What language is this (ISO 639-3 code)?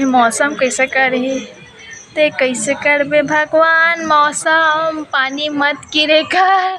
hne